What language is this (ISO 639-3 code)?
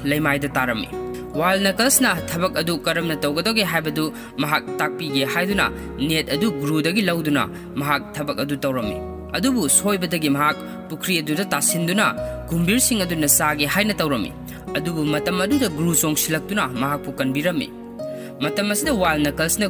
mni